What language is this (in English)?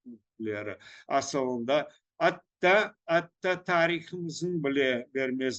Crimean Tatar